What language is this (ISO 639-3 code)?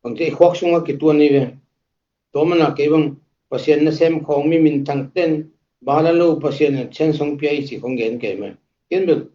ctd